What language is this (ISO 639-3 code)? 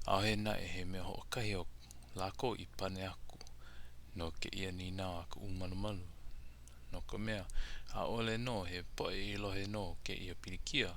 haw